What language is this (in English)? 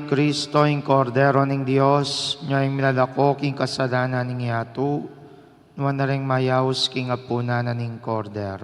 Pampanga